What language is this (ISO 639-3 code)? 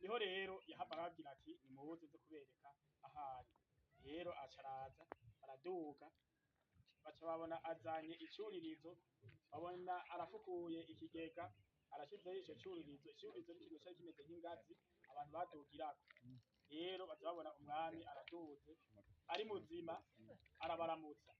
run